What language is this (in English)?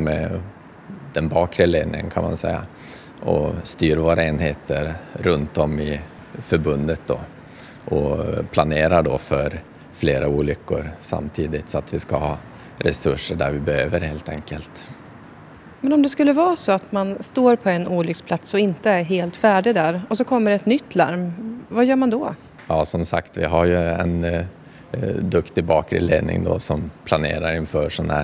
Swedish